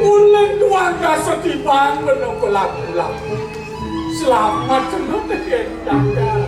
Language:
Balinese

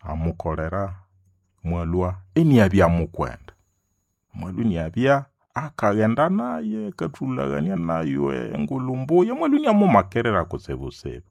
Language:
Nande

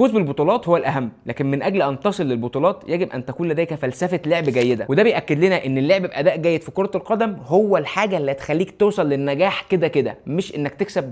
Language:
Egyptian Arabic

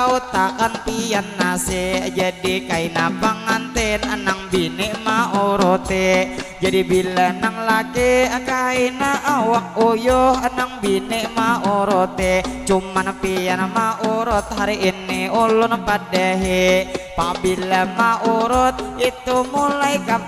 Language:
Banjar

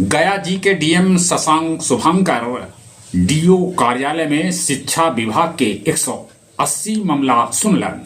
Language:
Magahi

